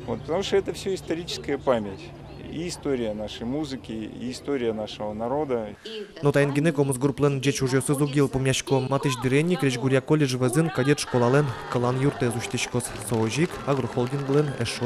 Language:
Udmurt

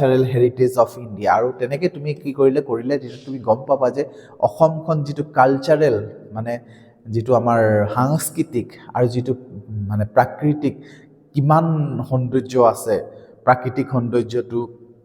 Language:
Assamese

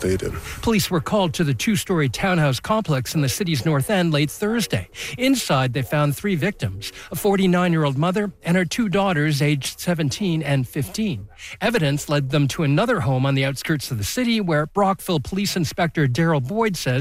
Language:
English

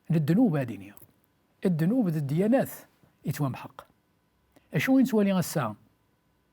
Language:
Kabyle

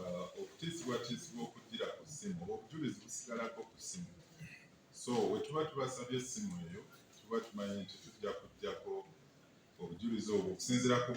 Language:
Ganda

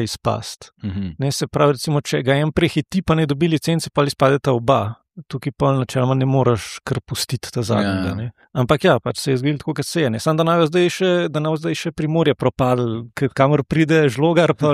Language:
Slovenian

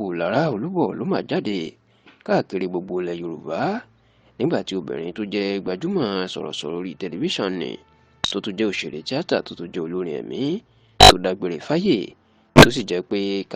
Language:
Yoruba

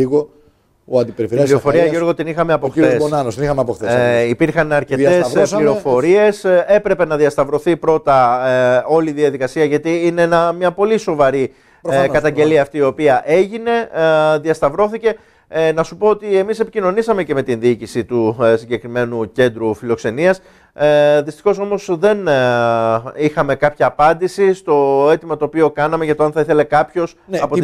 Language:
Greek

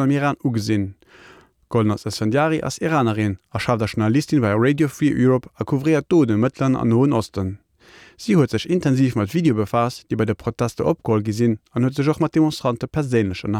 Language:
Luxembourgish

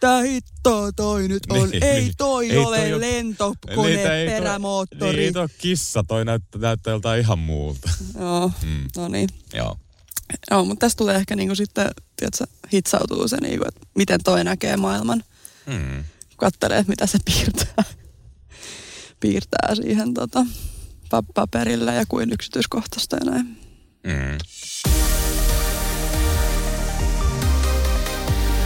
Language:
Finnish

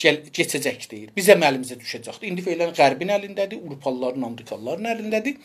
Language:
South Azerbaijani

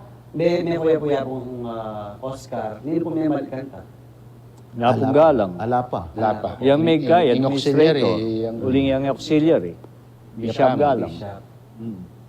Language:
Pampanga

